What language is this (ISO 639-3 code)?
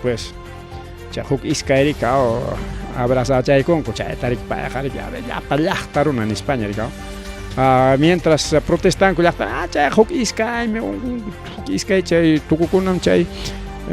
quy